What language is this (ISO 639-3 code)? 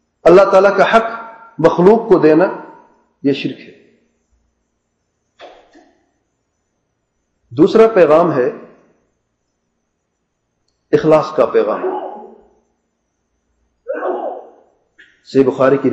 urd